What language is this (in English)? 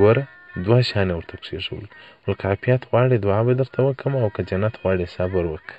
Pashto